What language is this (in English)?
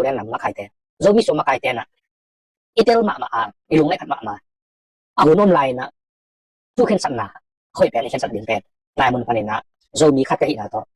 Tedim Chin